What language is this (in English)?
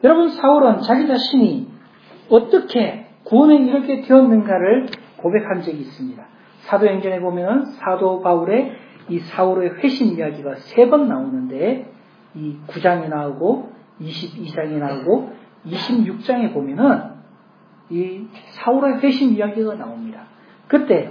Korean